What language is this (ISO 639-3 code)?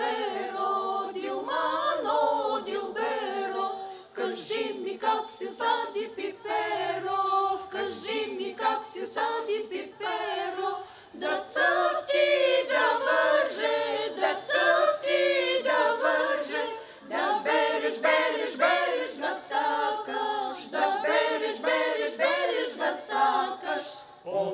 bul